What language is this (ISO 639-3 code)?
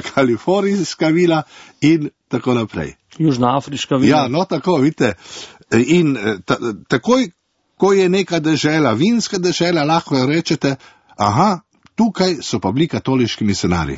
slv